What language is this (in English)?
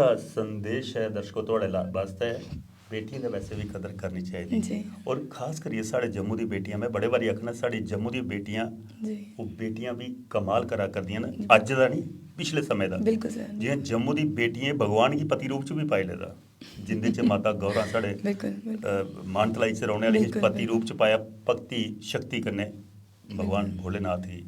Dogri